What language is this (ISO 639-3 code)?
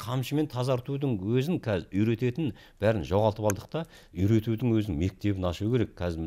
kaz